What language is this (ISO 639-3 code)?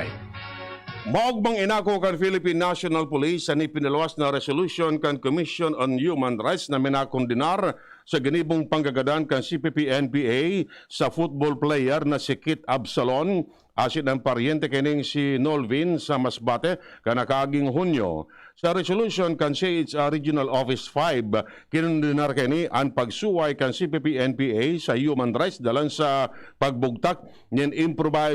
bik